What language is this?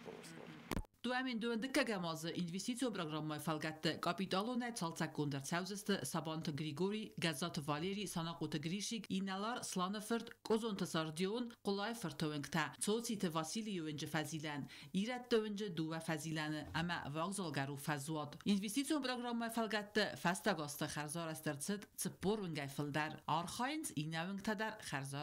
Ossetic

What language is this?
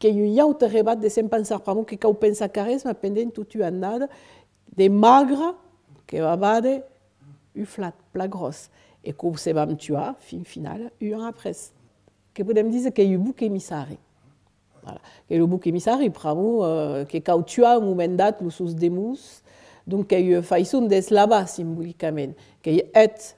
Occitan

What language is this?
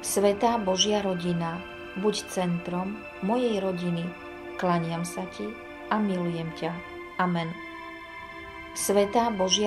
Slovak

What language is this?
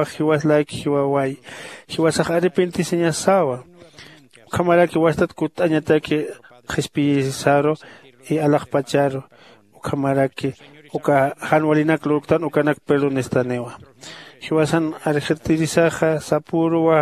Aymara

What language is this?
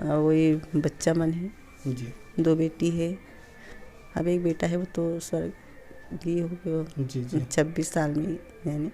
Chhattisgarhi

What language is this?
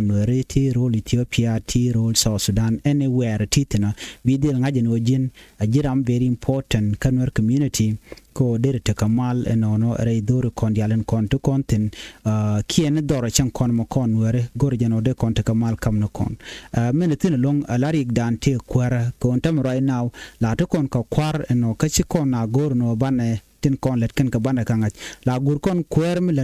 Nuer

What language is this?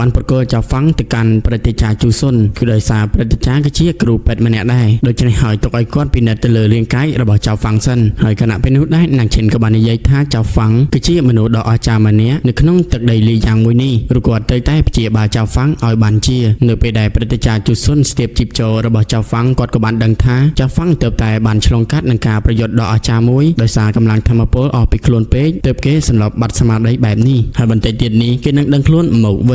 Khmer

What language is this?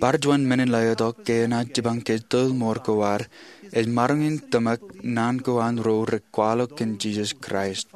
Marshallese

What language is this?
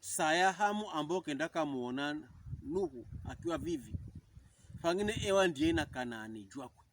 Pokomo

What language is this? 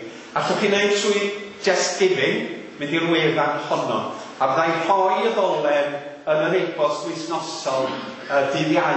Welsh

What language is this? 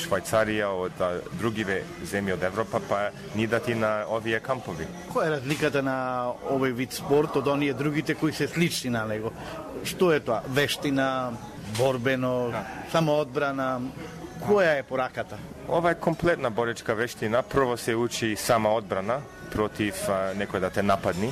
Macedonian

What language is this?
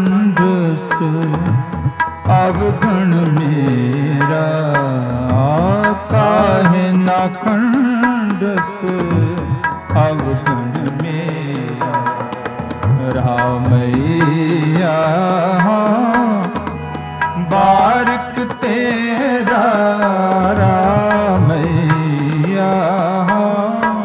Punjabi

